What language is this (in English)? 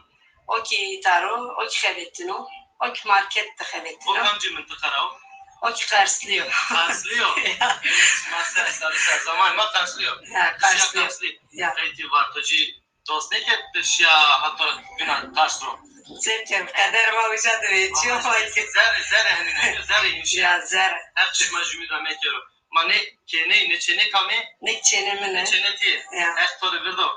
Zaza